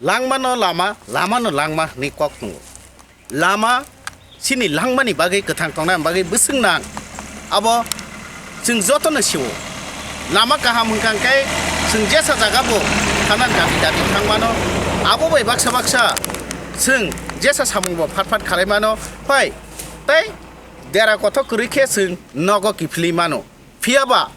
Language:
Kok Borok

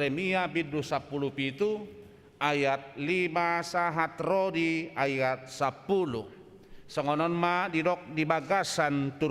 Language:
Batak Toba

